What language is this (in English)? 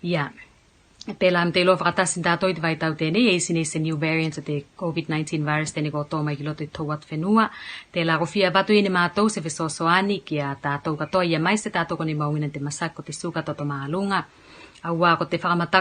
Tuvalu